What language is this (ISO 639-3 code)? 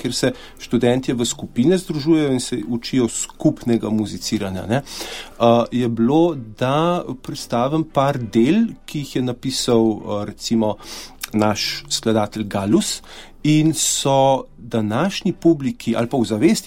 slv